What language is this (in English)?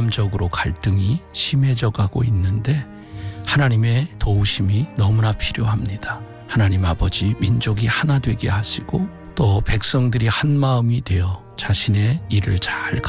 Korean